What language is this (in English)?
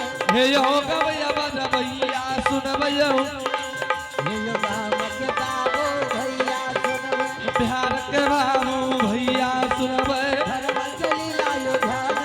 Angika